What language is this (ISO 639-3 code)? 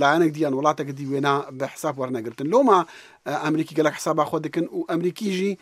kur